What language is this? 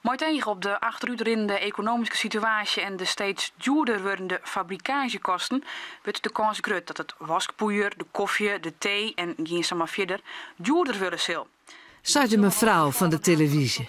Western Frisian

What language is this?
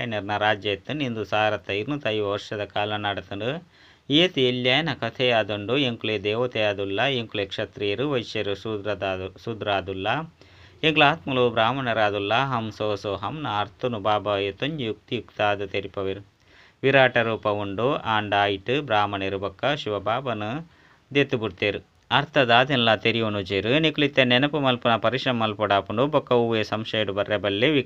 Tulu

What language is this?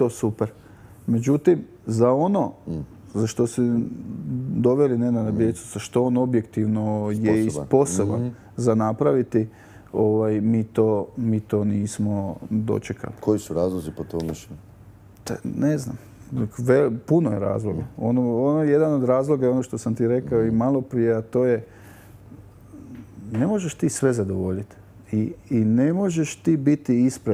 Croatian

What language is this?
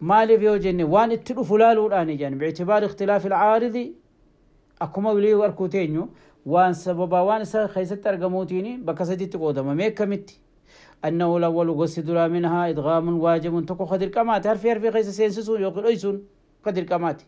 Oromo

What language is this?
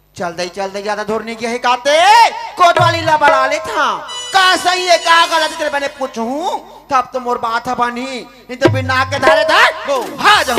Chhattisgarhi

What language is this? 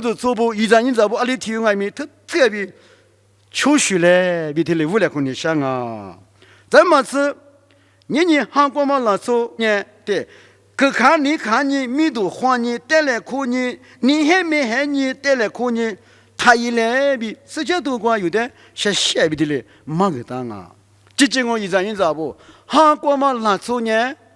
Lisu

